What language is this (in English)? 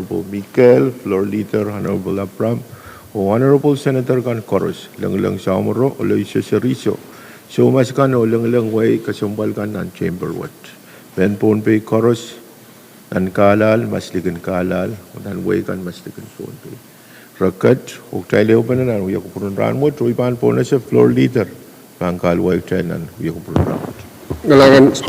Pohnpeian